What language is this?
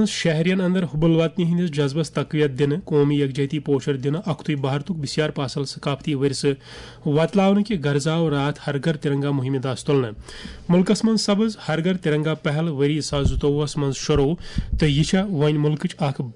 Kashmiri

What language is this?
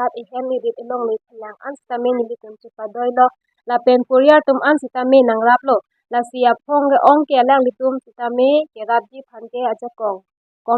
Karbi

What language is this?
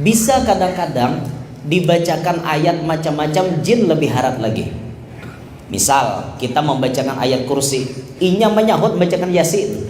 Banjar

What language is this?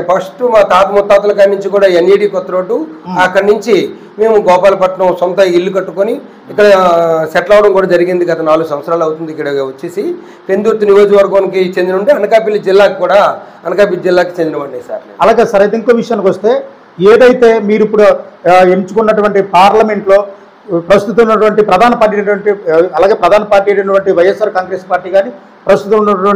Telugu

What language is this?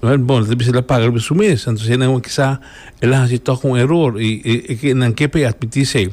Papiamento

